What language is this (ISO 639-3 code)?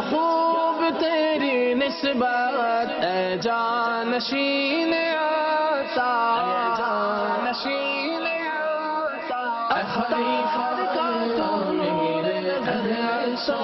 urd